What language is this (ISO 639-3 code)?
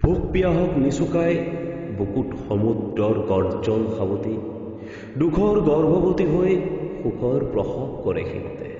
asm